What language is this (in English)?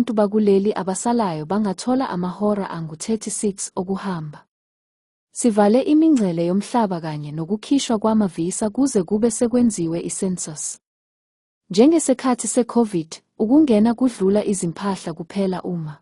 Zulu